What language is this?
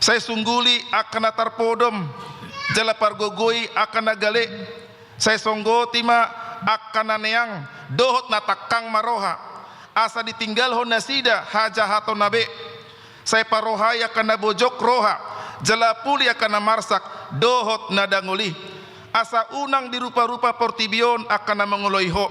Batak Toba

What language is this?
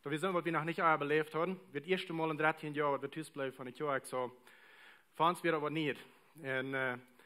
Plautdietsch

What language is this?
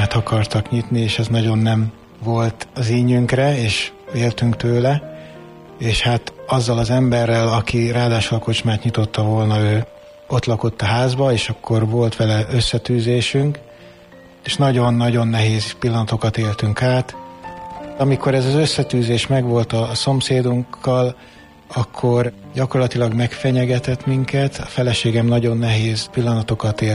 Hungarian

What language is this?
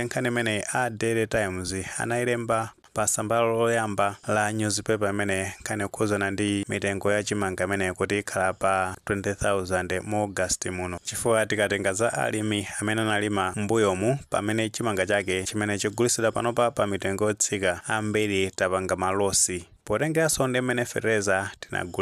Nyanja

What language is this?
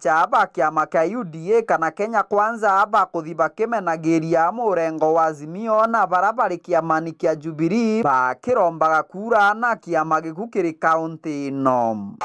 Meru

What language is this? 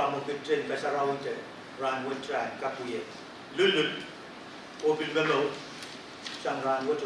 Pohnpeian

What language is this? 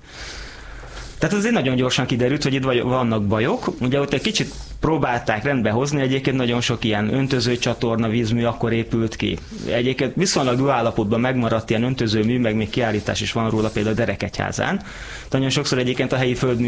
Hungarian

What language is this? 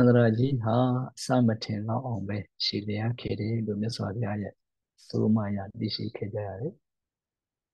Burmese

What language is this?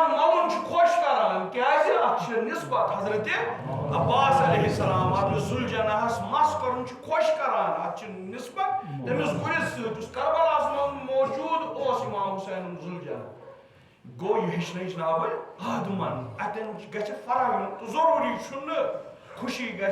Kashmiri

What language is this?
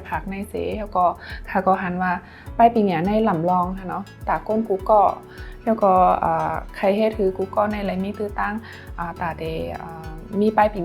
Shan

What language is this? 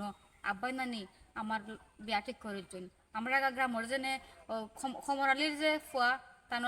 Sylheti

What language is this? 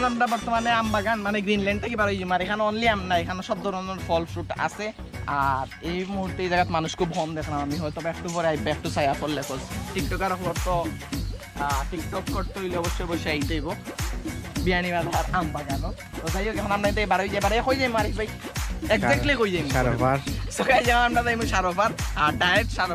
Sylheti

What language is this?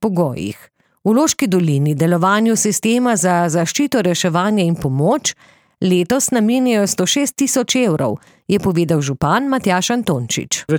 Slovenian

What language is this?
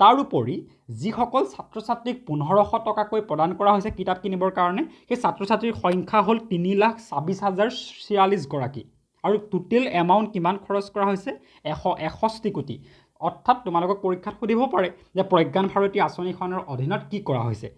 Assamese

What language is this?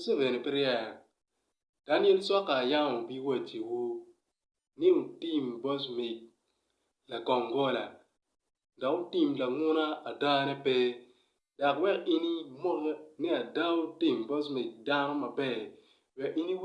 Acoli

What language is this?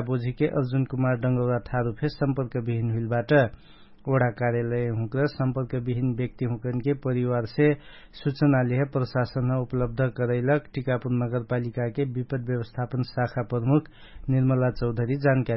Dangaura Tharu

